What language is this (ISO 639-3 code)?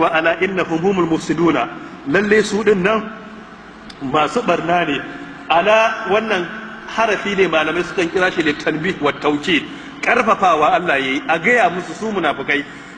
hau